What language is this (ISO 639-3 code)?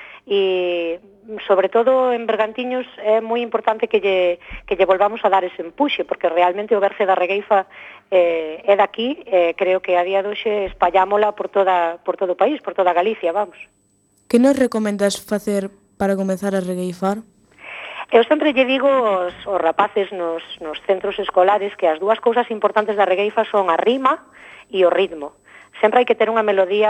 glg